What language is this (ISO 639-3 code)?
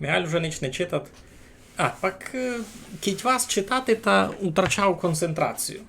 rue